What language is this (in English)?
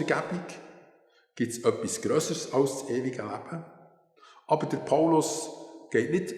Swiss German